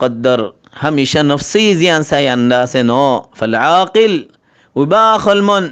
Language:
Rohingya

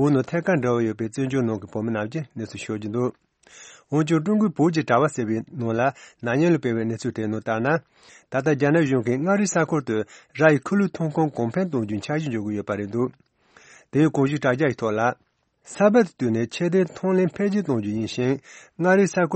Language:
Tibetan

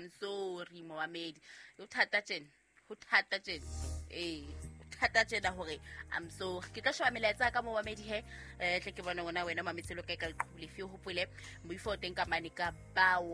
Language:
Southern Sotho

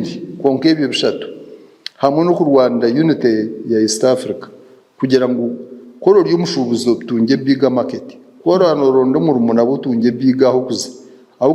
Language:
Nyankole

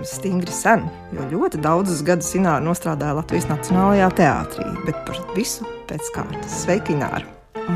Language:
Latvian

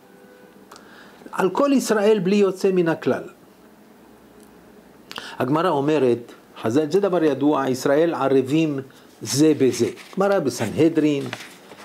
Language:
Hebrew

